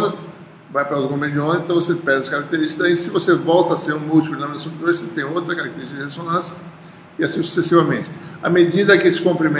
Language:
Portuguese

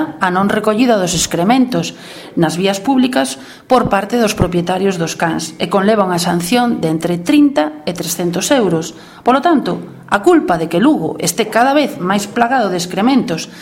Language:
Galician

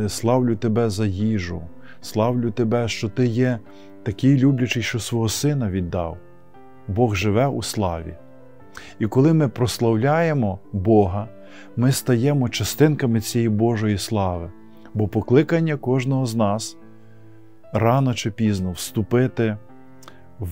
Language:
Ukrainian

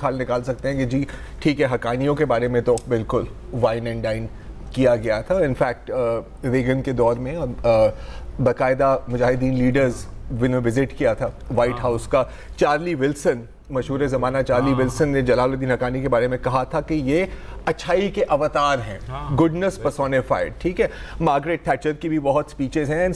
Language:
Urdu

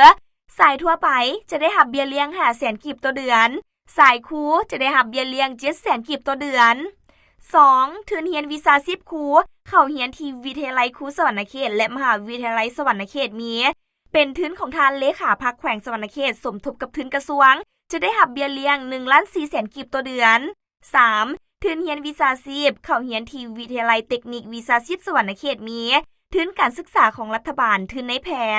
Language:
Lao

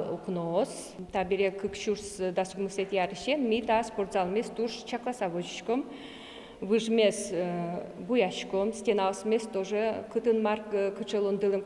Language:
Udmurt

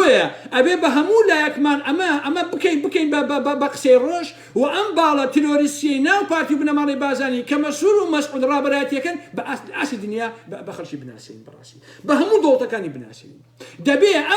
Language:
Central Kurdish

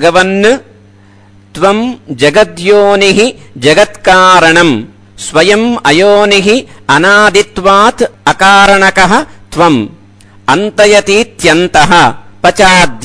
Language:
Sanskrit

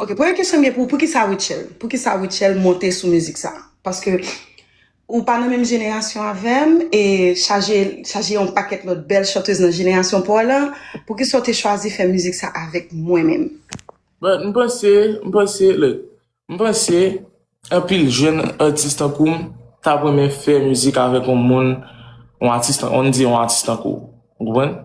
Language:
Haitian Creole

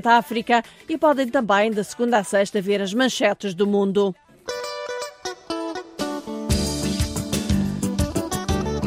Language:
Portuguese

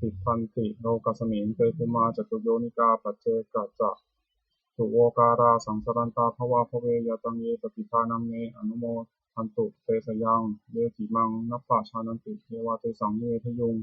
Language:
Pali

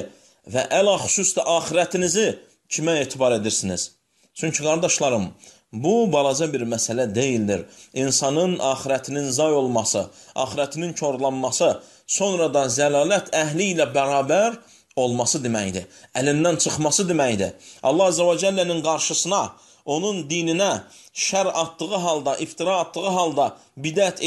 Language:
Azerbaijani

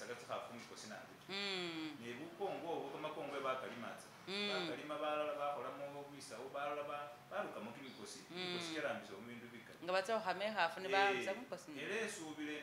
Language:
Masaaba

